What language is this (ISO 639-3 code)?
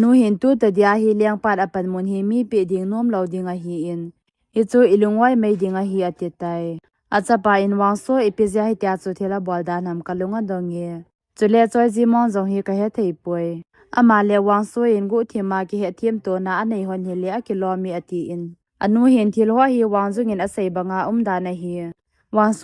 tcz